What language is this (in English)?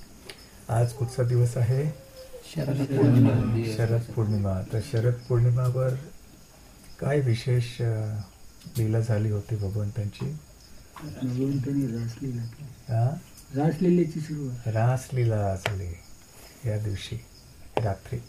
Marathi